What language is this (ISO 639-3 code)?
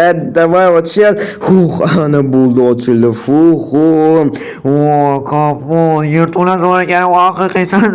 uzb